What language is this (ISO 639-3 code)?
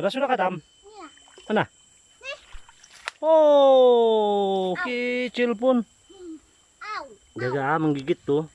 msi